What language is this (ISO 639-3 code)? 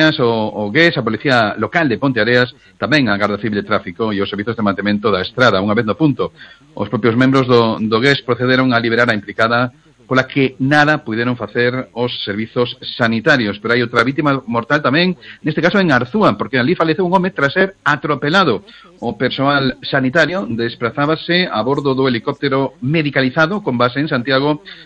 glg